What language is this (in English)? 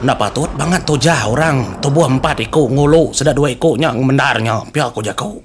Iban